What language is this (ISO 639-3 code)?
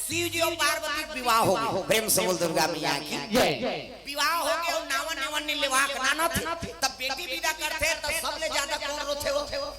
hne